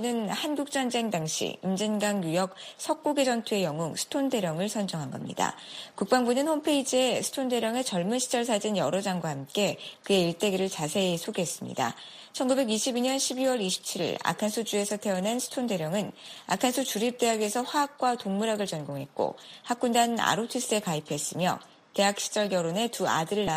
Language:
Korean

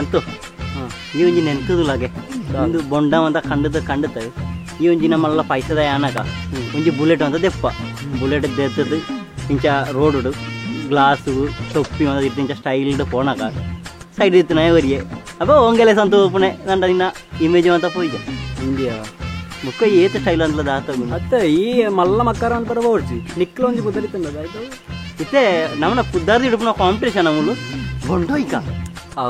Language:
Tulu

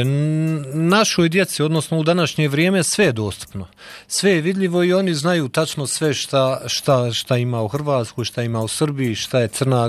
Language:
Bosnian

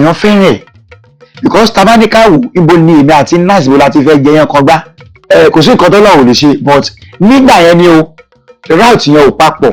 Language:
Yoruba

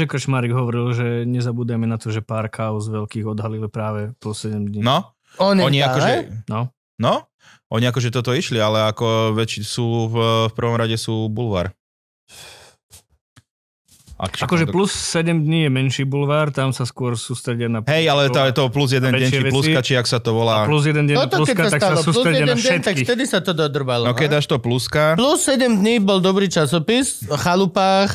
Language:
Slovak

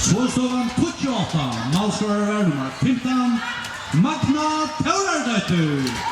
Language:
Faroese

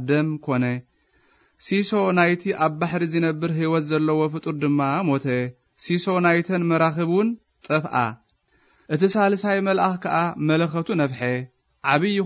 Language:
Tigrinya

